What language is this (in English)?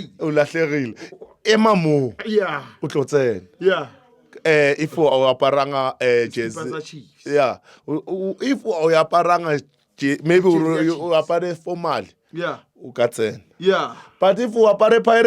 Zulu